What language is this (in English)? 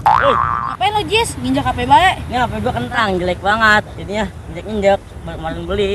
Betawi